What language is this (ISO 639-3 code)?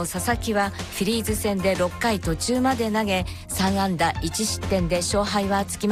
jpn